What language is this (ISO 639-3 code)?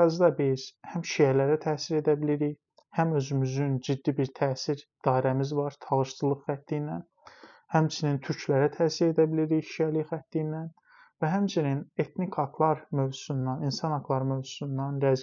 aze